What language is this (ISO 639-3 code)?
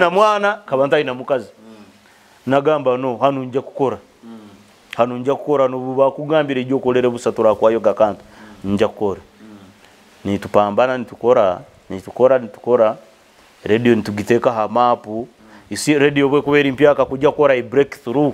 nyo